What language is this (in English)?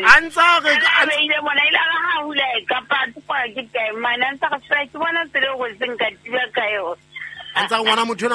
Southern Sotho